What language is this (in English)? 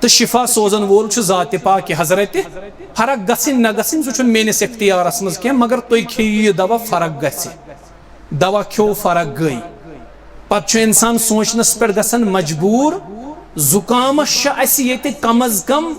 Kashmiri